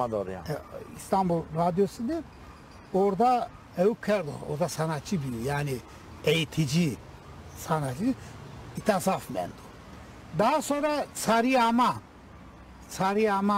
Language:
Zaza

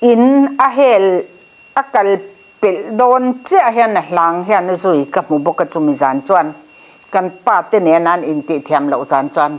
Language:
Mizo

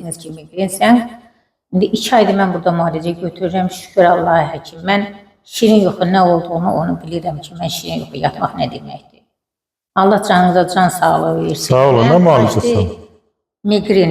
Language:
Azerbaijani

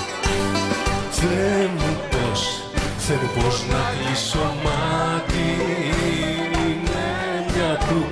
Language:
Greek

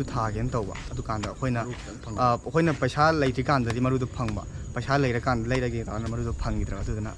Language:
Manipuri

